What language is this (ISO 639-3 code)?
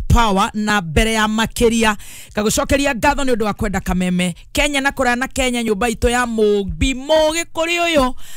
kik